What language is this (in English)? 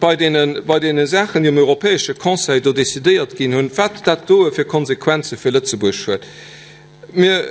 Luxembourgish